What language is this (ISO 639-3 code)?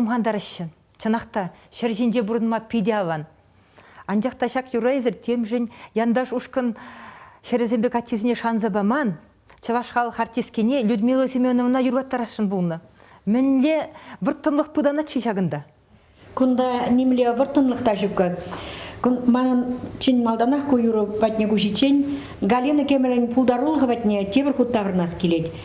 chv